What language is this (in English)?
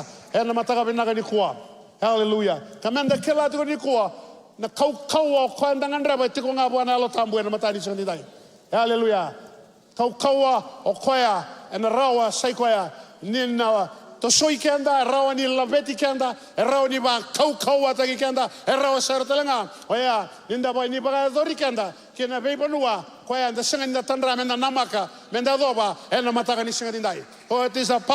Fijian